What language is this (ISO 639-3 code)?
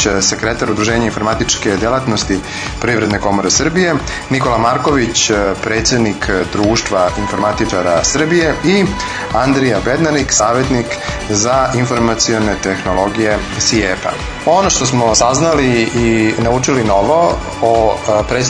srp